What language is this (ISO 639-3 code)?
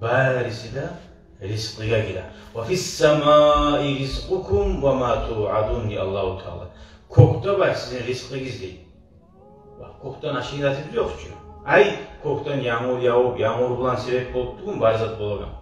kum